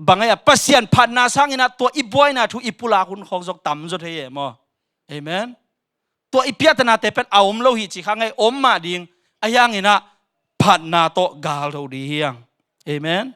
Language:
Tedim Chin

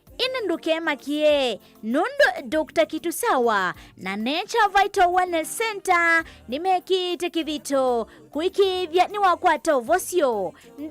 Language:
Kamba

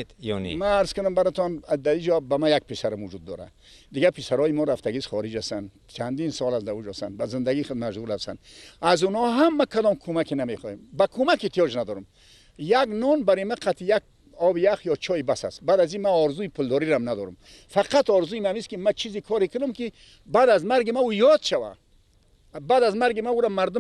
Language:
Persian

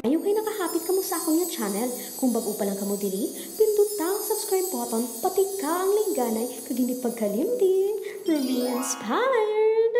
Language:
Hiligaynon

